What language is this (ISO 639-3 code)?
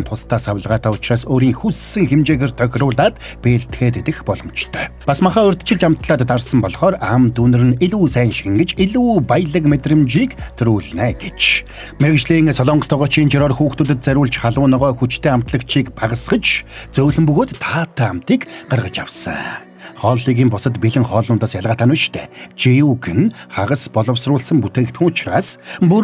mon